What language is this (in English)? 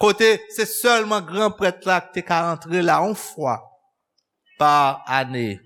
Haitian Creole